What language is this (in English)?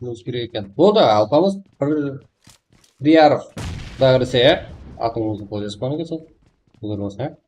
Kara-Kalpak